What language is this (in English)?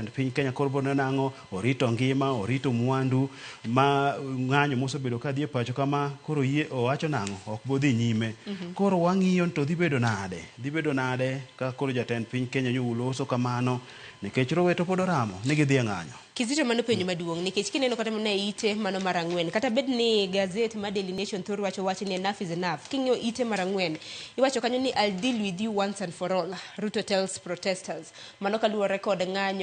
Luo (Kenya and Tanzania)